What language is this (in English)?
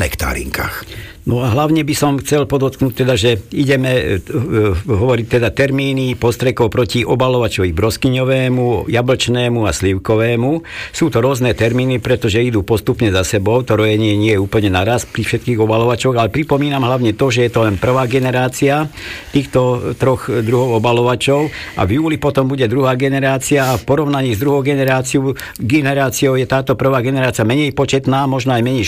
Slovak